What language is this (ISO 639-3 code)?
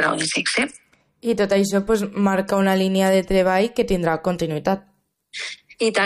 cat